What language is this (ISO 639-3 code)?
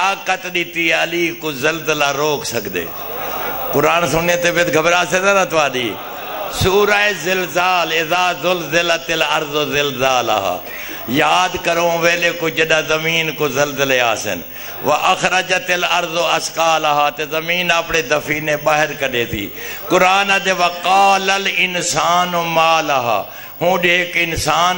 skr